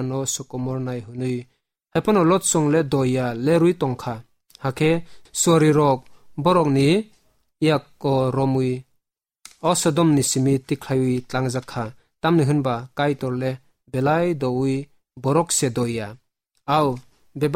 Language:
Kok Borok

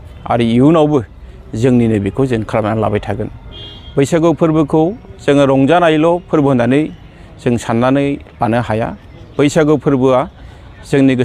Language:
Bodo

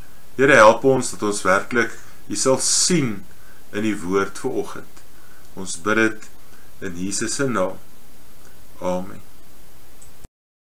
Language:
Afrikaans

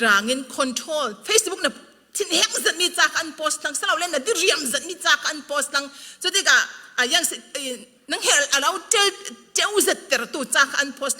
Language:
Falam Chin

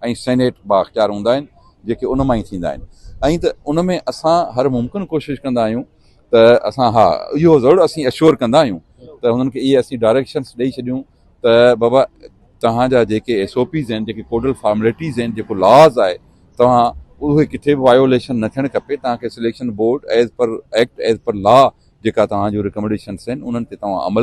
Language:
Sindhi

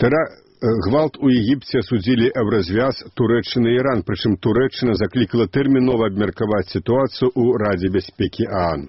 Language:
Belarusian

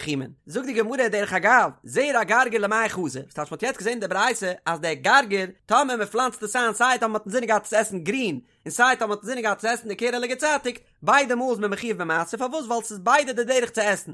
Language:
Yiddish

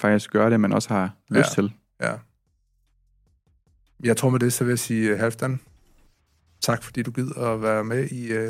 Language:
Danish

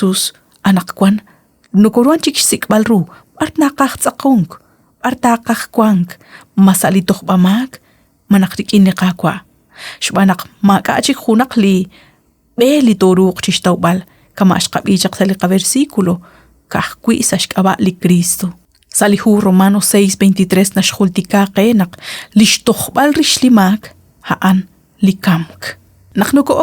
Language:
Kekchí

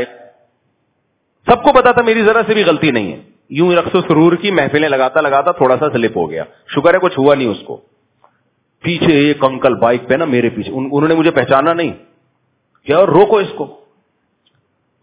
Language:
Urdu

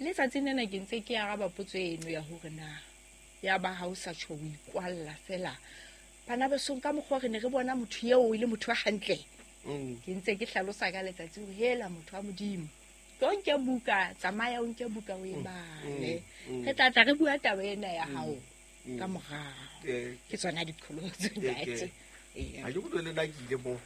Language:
Southern Sotho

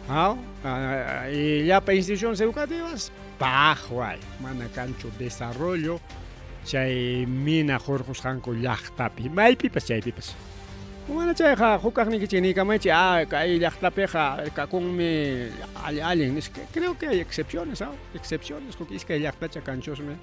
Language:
Ayacucho Quechua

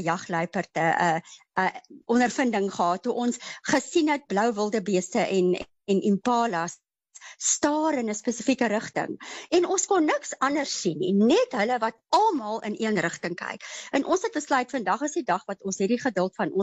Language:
Afrikaans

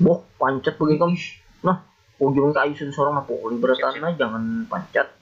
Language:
Banjar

